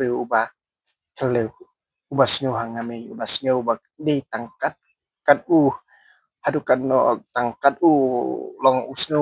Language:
Khasi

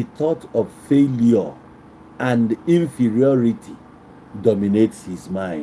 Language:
Igbo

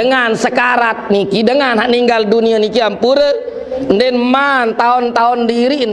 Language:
Sasak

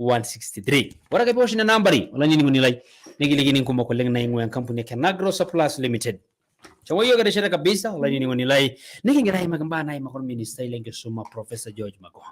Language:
Masai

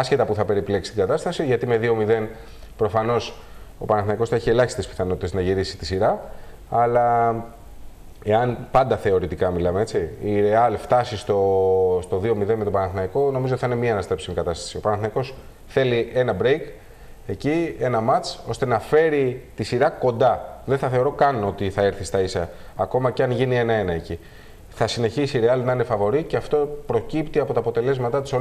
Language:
Greek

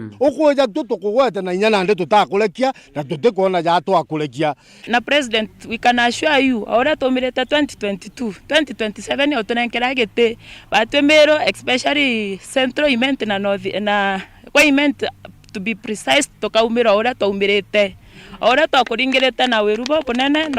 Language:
Meru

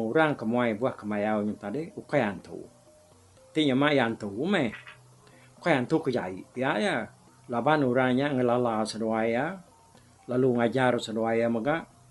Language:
Iban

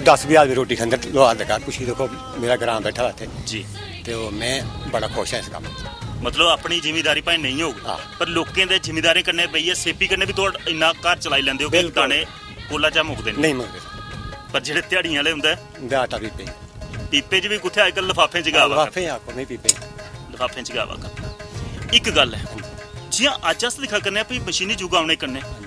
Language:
Dogri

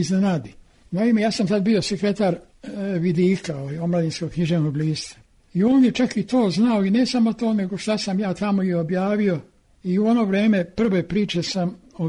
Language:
Serbian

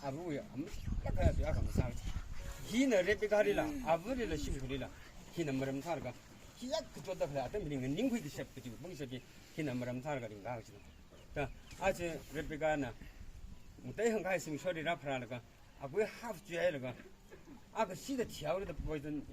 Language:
Tangkhul Naga (India)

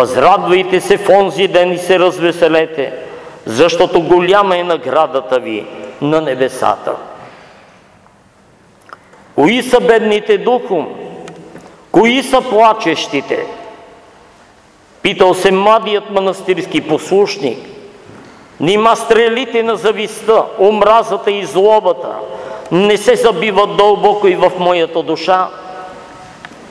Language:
Bulgarian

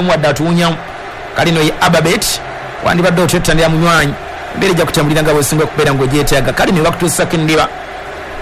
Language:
Ganda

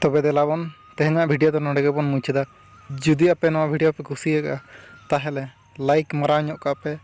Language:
Santali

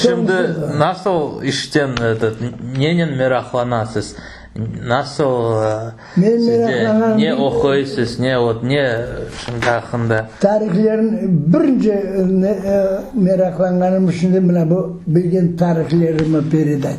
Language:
Crimean Tatar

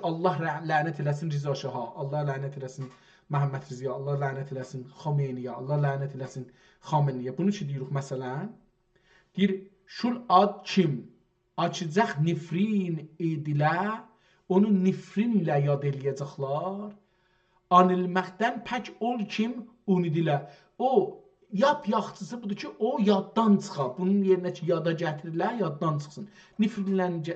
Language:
South Azerbaijani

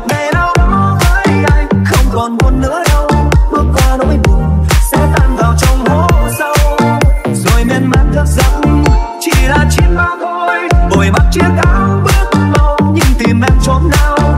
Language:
Vietnamese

